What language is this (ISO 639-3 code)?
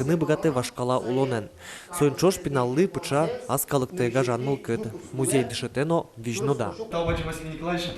udm